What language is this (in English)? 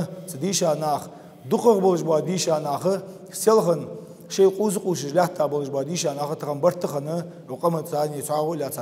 Ingush